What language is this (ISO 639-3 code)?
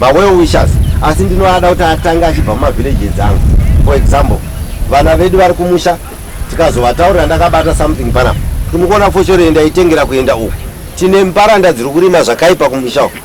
sna